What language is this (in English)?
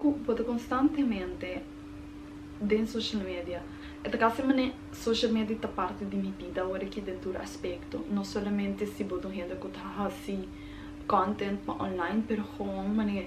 Papiamento